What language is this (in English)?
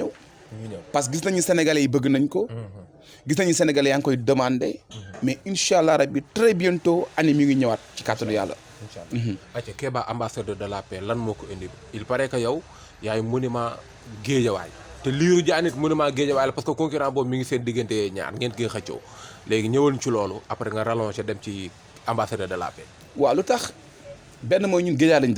Wolof